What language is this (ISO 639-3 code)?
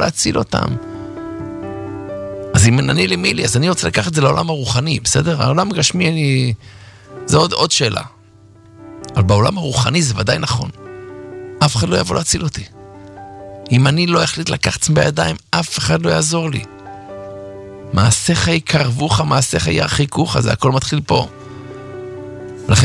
heb